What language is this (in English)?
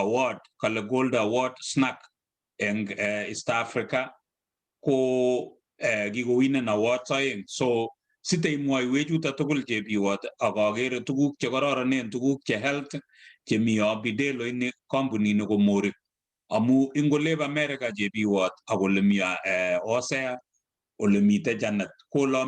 Kalenjin